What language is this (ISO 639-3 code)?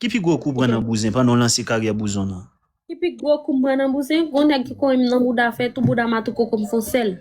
hat